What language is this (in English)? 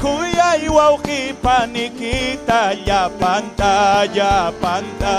Ayacucho Quechua